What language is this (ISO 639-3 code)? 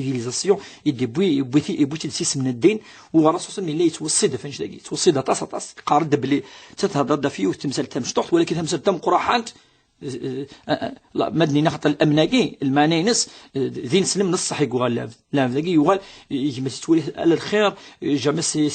kab